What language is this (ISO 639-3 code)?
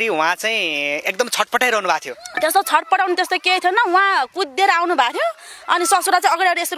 nep